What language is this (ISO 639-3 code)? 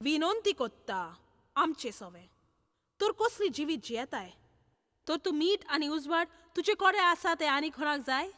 kok